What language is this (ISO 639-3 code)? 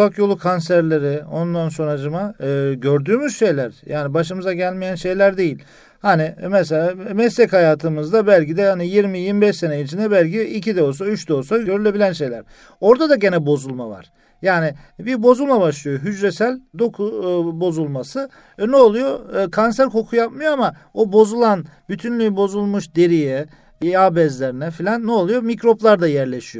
tur